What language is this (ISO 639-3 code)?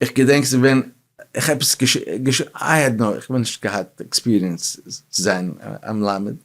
yid